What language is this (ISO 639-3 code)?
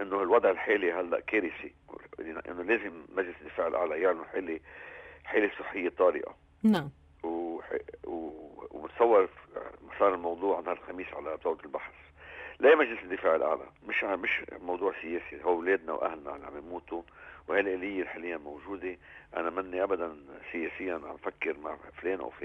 apc